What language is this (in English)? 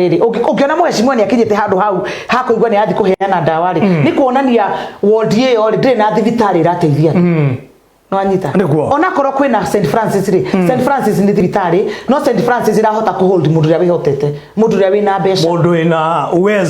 Kikuyu